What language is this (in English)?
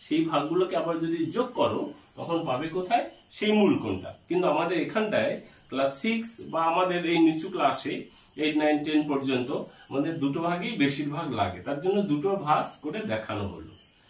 Bangla